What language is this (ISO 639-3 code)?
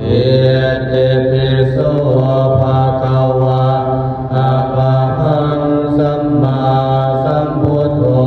pli